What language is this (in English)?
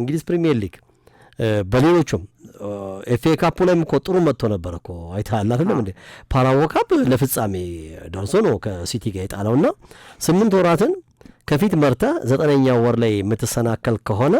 Amharic